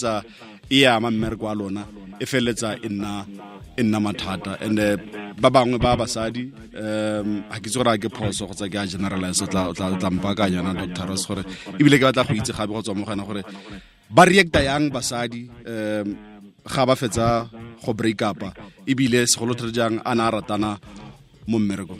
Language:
Tswana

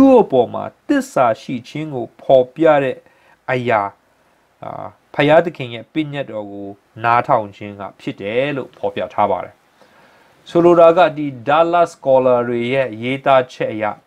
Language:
Burmese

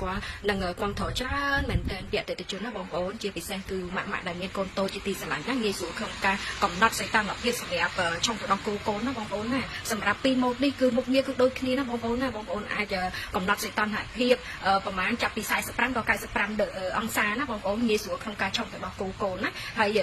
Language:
Khmer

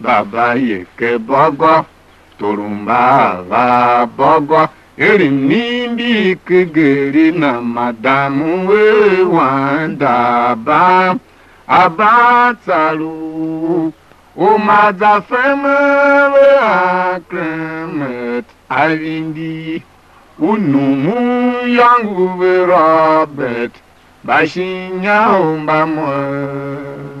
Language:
Tiv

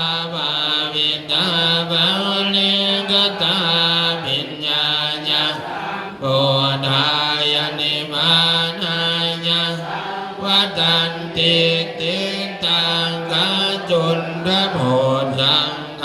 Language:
Pali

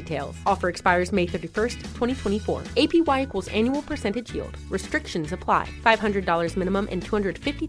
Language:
English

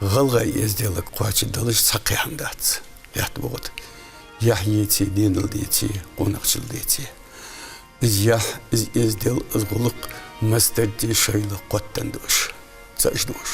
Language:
Ingush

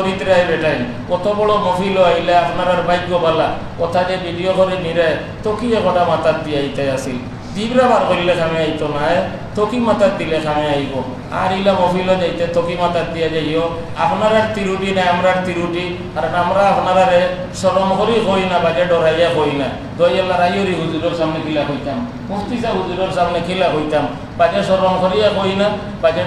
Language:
Sylheti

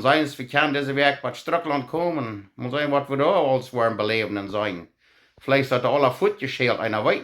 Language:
Plautdietsch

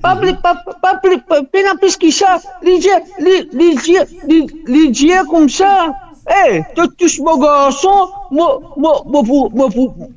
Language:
Morisyen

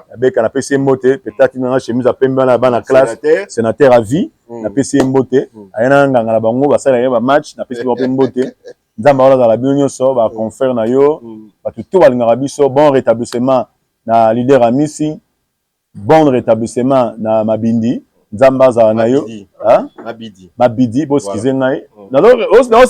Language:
Lingala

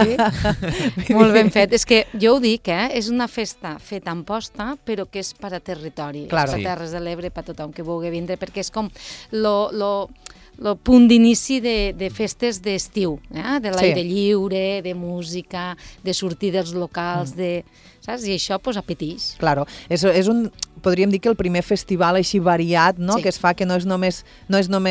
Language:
Catalan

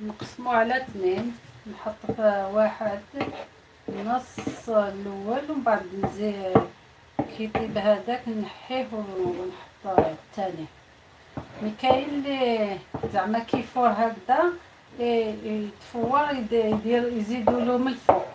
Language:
Algerian Arabic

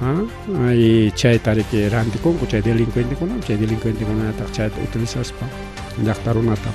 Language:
Ayacucho Quechua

